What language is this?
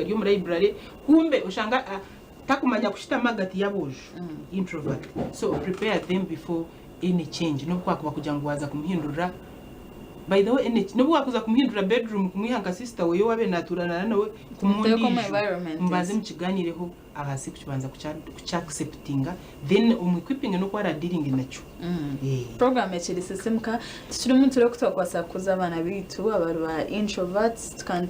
Nyankole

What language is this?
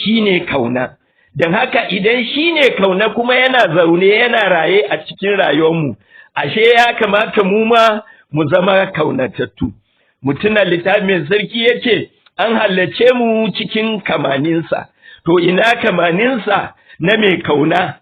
Hausa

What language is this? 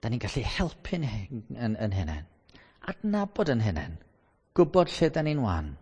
Welsh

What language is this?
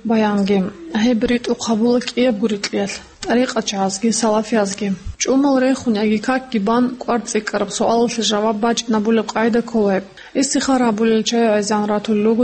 Avaric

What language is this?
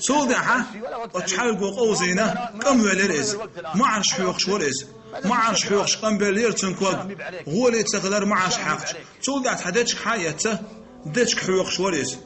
Chechen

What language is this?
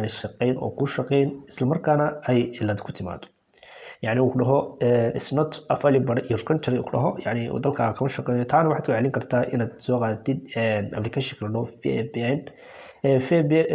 Somali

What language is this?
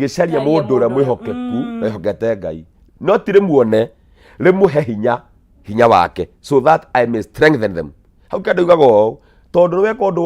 Kikuyu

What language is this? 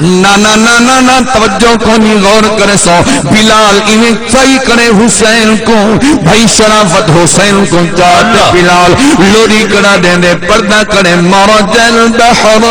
Saraiki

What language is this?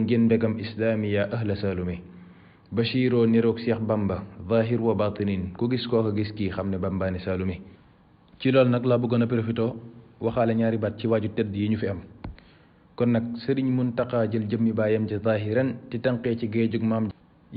Wolof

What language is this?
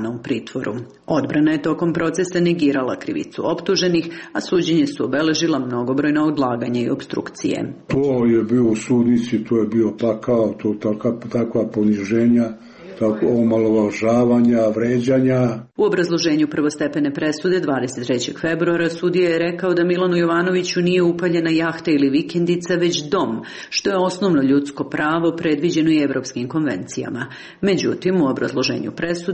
Serbian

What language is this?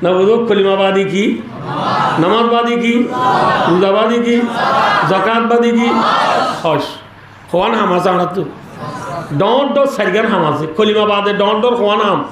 Rohingya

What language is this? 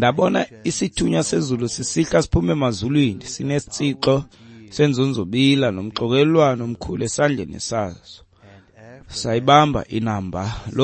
Xhosa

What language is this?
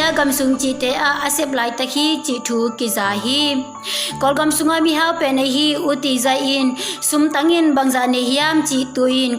Tedim Chin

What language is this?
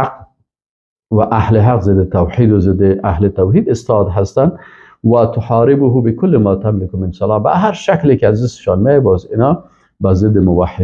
Persian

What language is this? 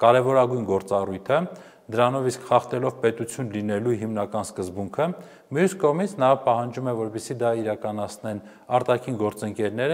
Armenian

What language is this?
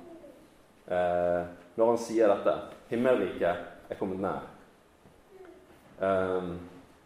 Norwegian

